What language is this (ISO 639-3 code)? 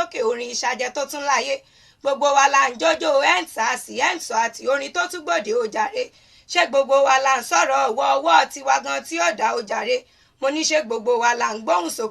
yor